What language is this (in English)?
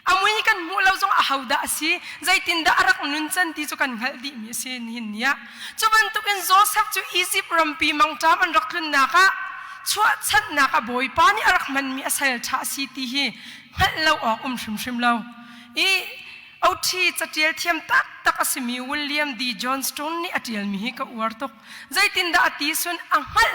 Hakha Chin